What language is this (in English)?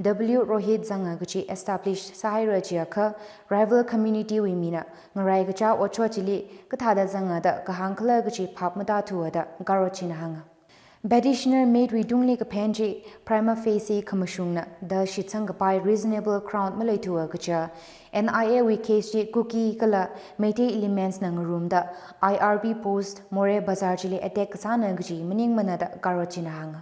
Tangkhul Naga (India)